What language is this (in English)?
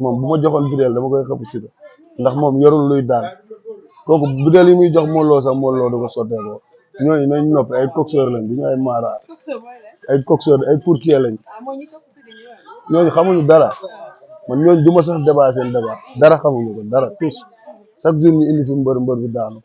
Wolof